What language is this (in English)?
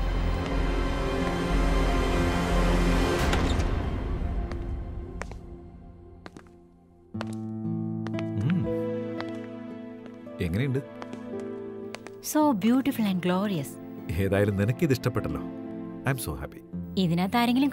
Malayalam